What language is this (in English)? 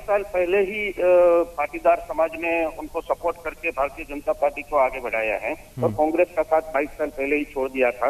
Hindi